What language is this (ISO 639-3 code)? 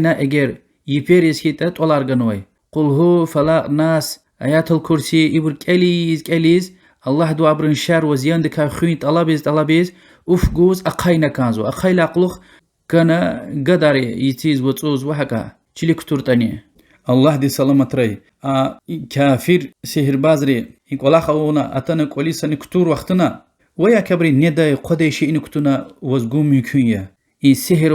lez